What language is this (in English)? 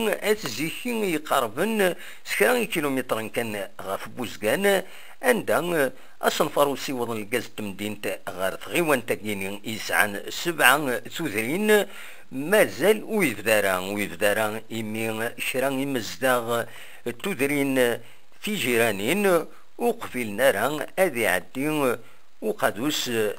Kabyle